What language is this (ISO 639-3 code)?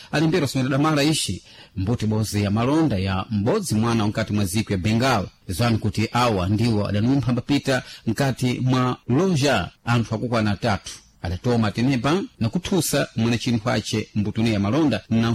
seh